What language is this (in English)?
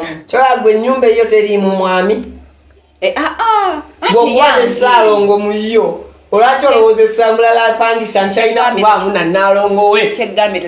Ganda